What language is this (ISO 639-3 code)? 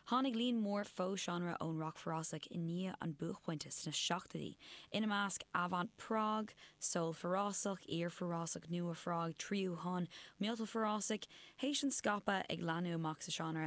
gle